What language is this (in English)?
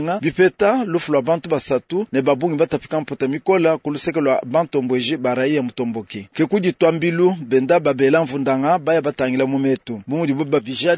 Luba-Lulua